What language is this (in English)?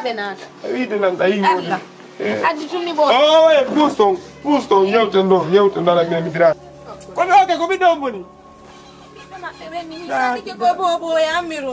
Fula